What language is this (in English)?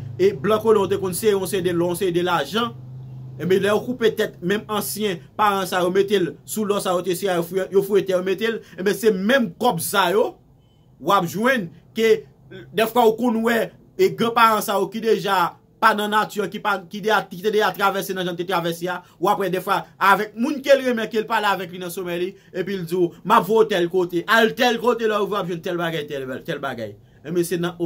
Haitian Creole